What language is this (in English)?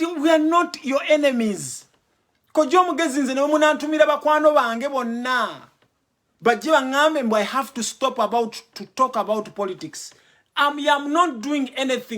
Ganda